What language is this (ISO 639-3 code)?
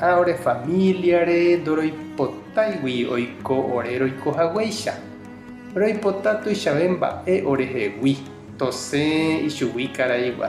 grn